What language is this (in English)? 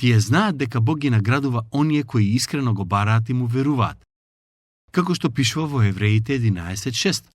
Macedonian